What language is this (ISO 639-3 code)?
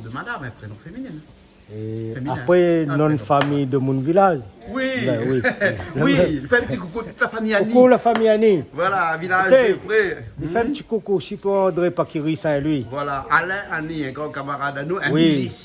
rcf